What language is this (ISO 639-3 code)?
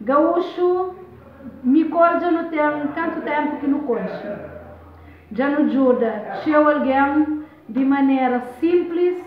kea